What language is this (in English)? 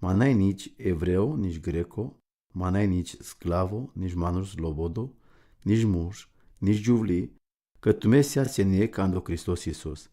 Romany